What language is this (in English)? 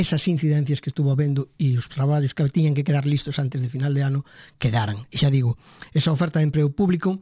Galician